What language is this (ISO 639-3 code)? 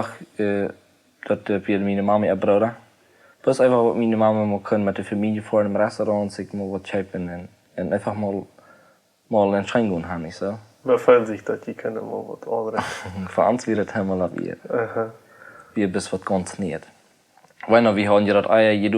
pdt